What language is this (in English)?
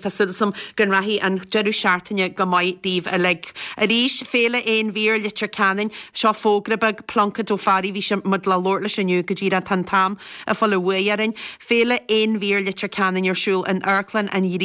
Irish